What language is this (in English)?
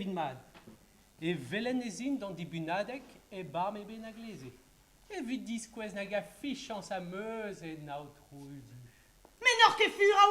Breton